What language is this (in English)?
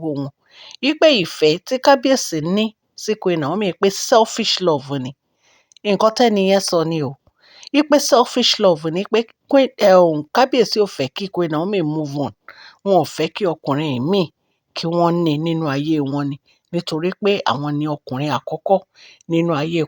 Yoruba